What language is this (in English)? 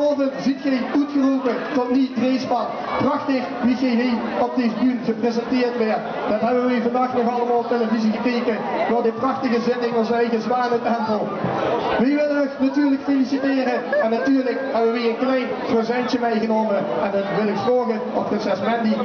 Limburgish